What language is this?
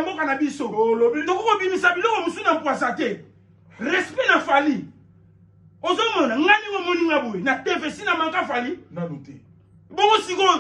Lingala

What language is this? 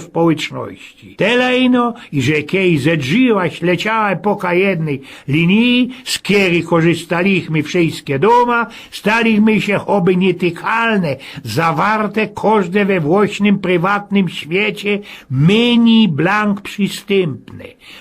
Silesian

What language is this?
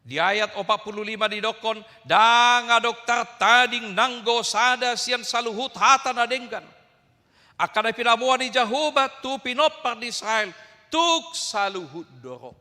Batak Toba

